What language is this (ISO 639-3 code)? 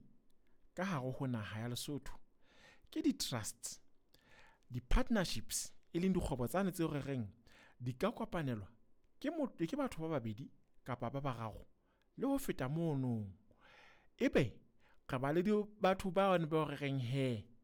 sot